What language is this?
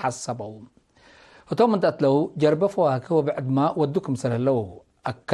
Tigre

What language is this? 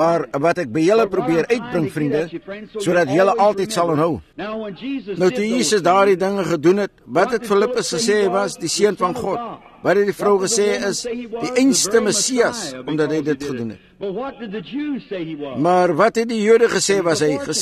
Afrikaans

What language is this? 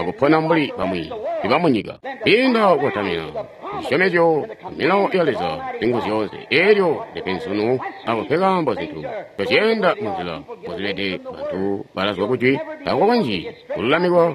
Tonga (Zambia)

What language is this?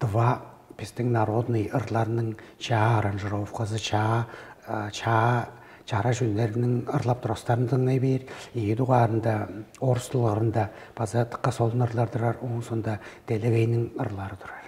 Tuvinian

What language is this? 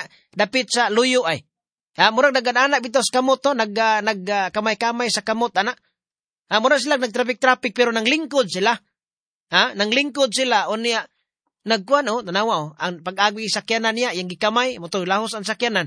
Cebuano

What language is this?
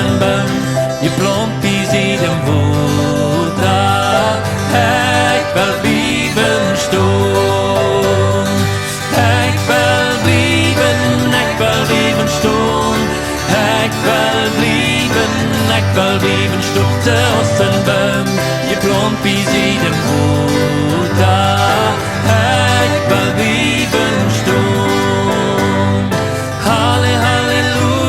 Plautdietsch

